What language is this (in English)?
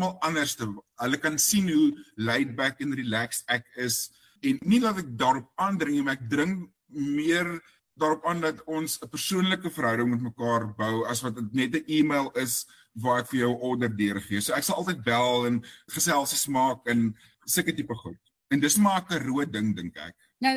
Afrikaans